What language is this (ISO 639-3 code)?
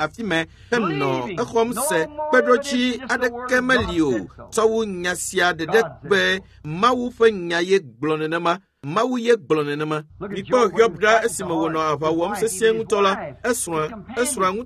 ewe